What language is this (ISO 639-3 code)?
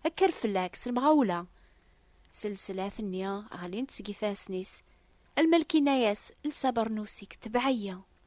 kab